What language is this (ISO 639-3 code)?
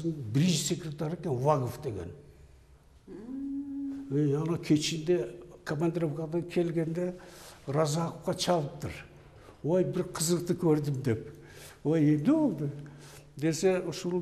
kir